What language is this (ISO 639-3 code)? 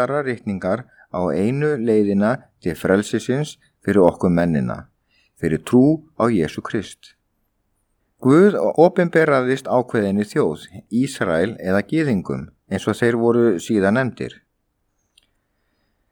isl